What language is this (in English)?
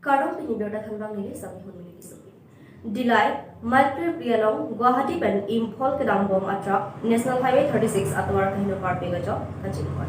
Karbi